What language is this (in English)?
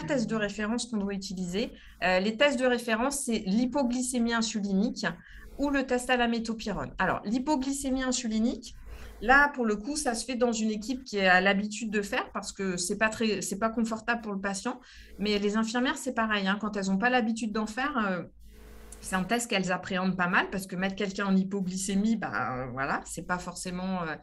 French